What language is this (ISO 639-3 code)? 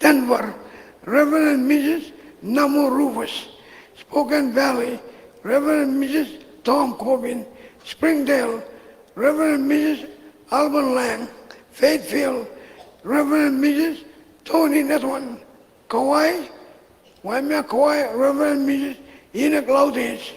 mah